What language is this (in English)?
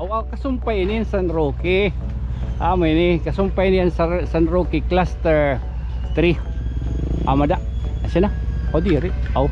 Waray